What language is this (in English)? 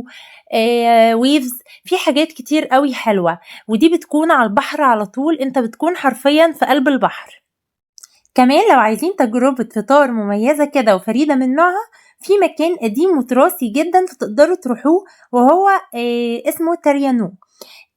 Egyptian Arabic